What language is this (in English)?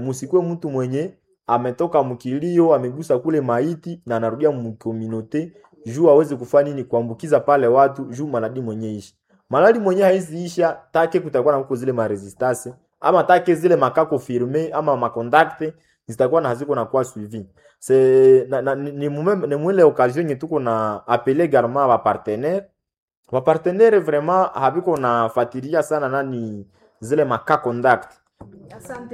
Swahili